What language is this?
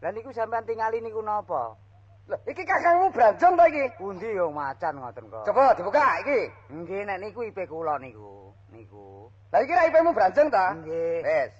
Javanese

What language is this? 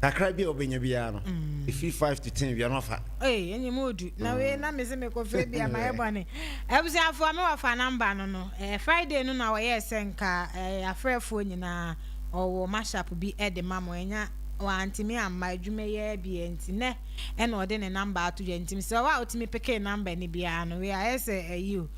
Akan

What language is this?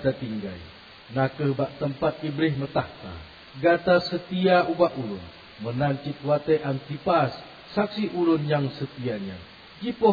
Achinese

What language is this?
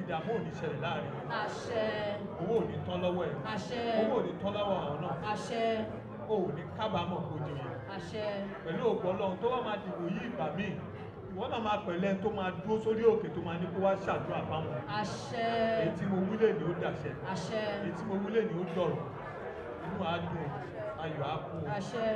Yoruba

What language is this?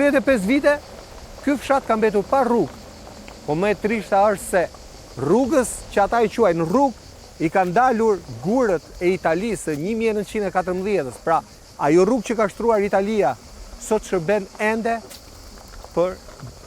Albanian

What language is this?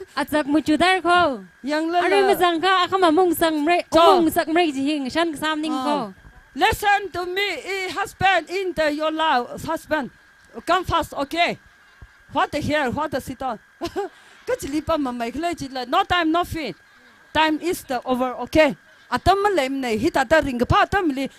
Tangkhul Naga (India)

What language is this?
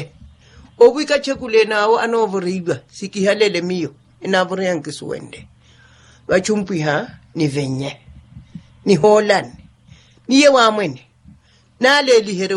Makhuwa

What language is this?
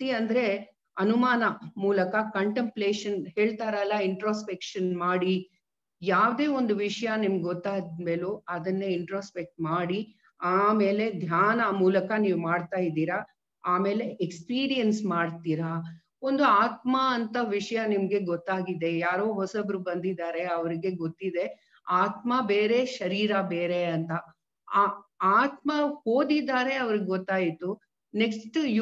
Kannada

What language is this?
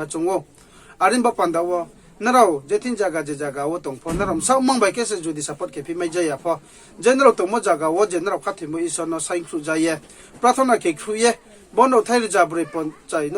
Riang (India)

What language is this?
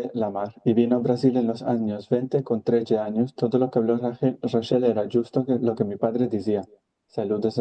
Ladino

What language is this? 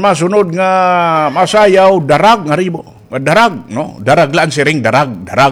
Waray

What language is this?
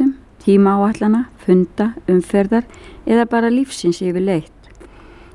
Icelandic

